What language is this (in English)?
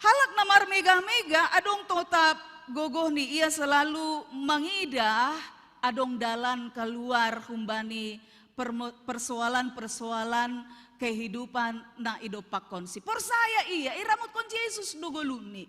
Batak Simalungun